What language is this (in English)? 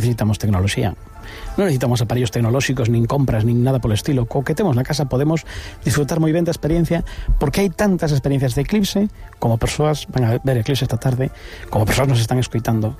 Galician